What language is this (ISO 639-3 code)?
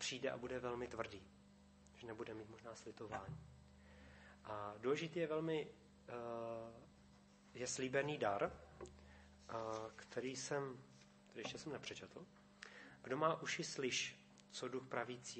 ces